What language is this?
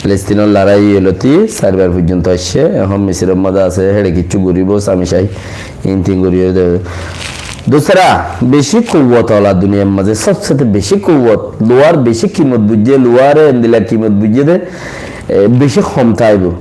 Rohingya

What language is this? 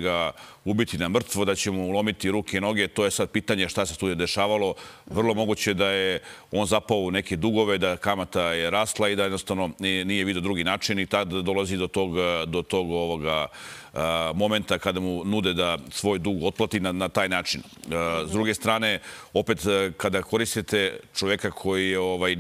Serbian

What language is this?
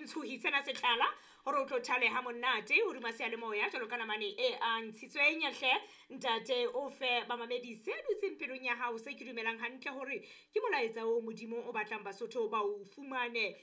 Southern Sotho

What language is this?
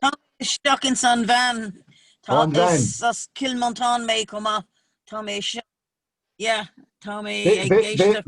Irish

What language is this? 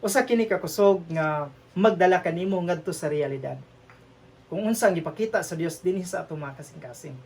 Cebuano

